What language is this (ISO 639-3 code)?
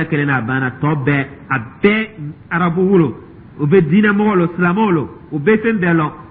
dyu